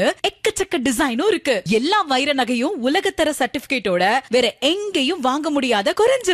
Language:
Tamil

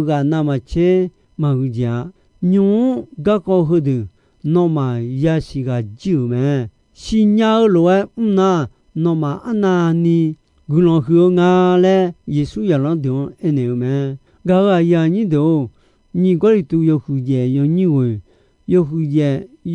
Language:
Akha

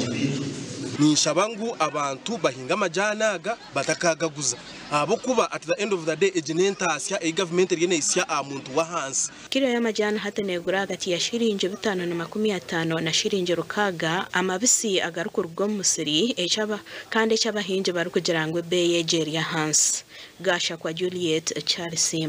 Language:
Nyankole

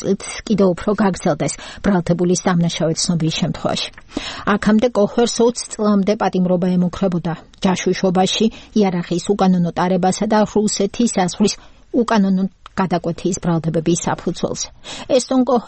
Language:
Georgian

